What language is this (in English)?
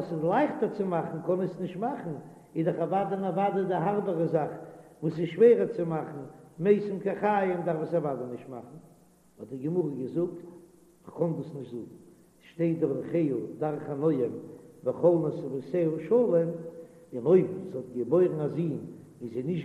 Yiddish